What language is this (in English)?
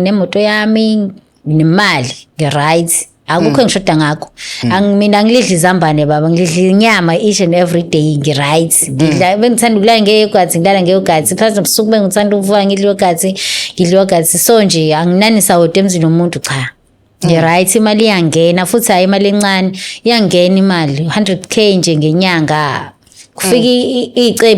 Zulu